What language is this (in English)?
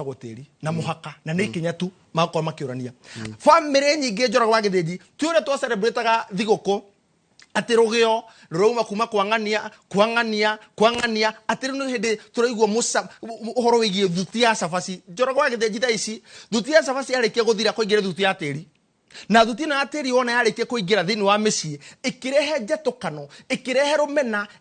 Kikuyu